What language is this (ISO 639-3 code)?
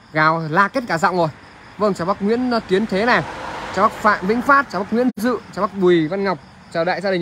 vie